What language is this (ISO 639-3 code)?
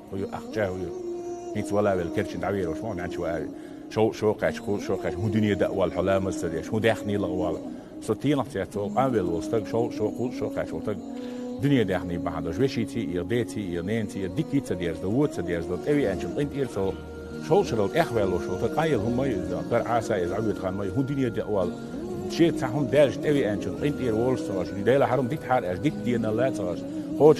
che